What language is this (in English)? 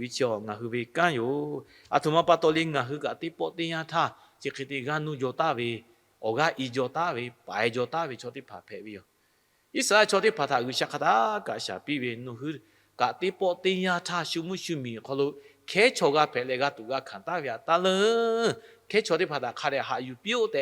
Lahu